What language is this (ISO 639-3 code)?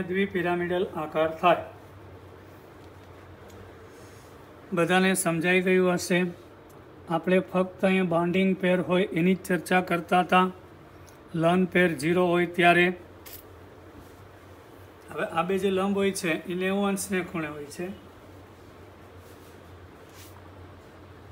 guj